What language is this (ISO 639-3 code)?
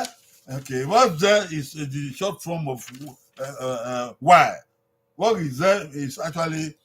bin